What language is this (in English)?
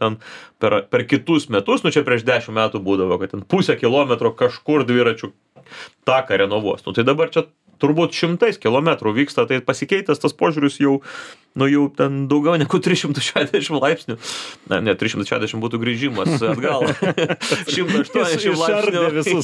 Lithuanian